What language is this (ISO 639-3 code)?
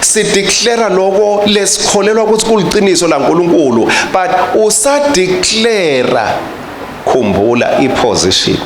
ssw